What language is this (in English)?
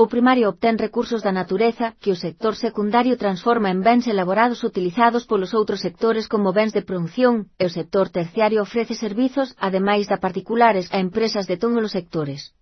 Galician